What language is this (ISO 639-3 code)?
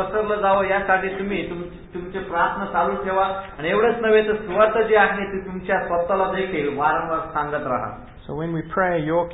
mar